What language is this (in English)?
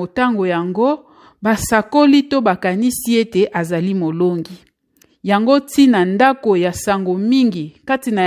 Lingala